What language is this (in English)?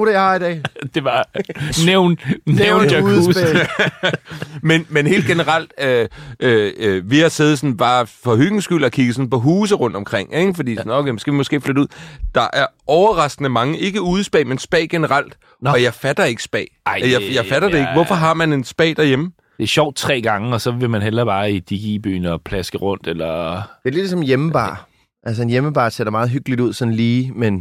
Danish